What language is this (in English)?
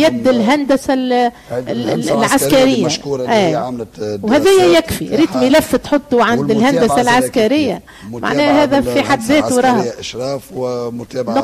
Tunisian Arabic